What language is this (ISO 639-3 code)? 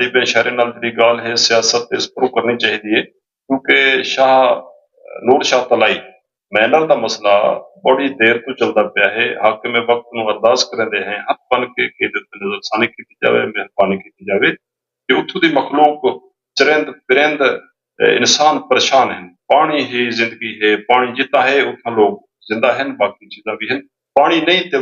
skr